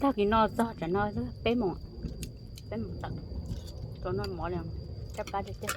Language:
Hmong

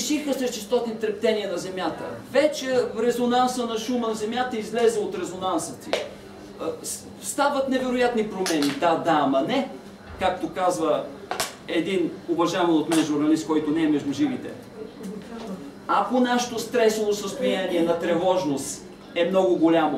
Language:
Bulgarian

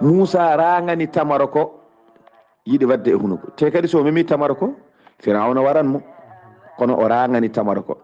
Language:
Fula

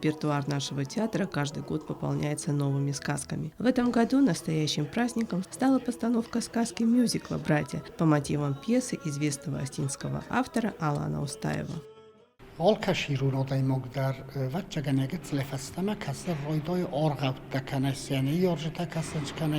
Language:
Ossetic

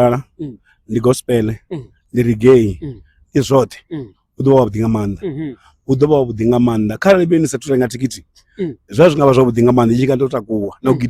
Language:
Venda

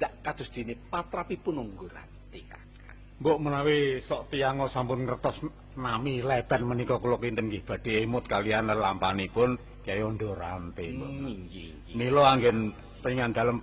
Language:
Javanese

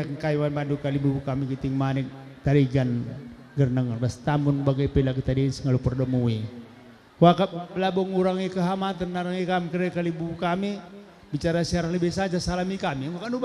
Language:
Batak Karo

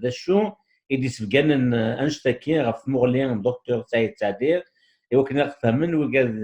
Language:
Kabyle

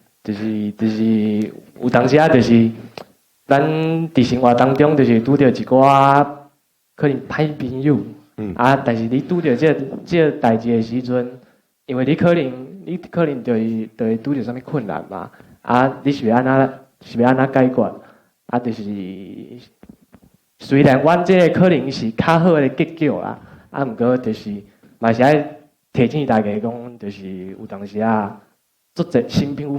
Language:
Min Nan Chinese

